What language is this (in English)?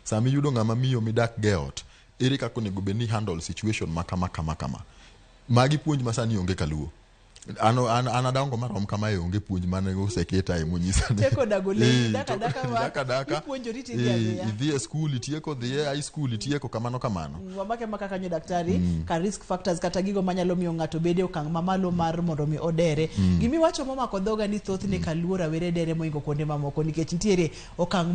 Luo (Kenya and Tanzania)